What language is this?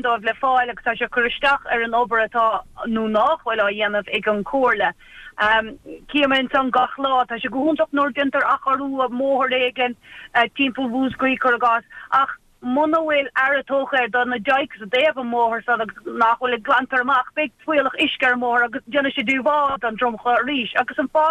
Irish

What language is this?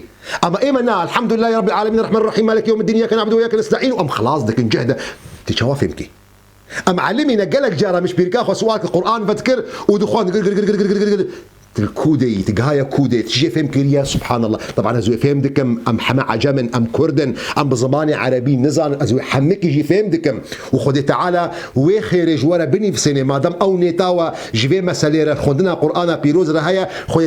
Kurdish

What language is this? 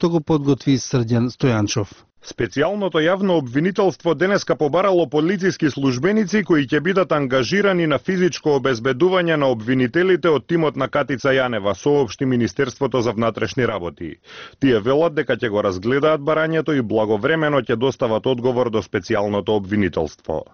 Macedonian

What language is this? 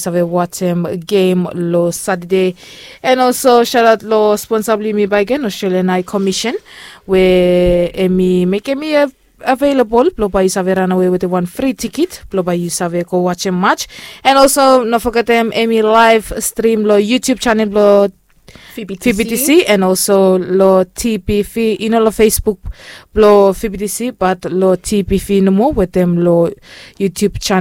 Bislama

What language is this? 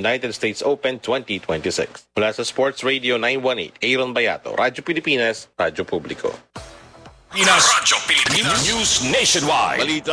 Filipino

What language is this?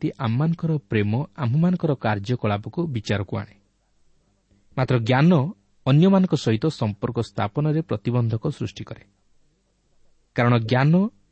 Odia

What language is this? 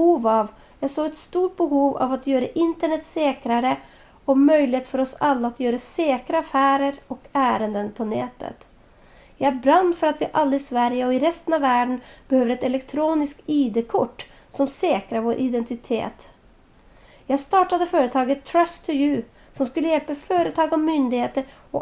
Swedish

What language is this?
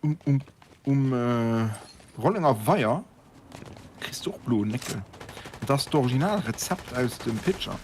Luxembourgish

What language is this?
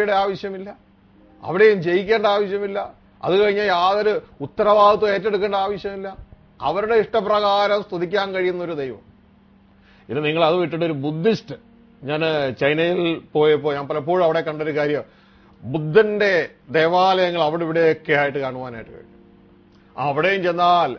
Malayalam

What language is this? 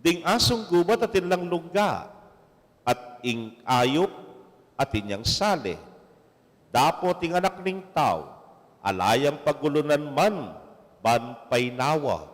Pampanga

